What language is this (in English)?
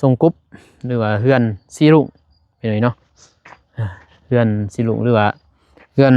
Lao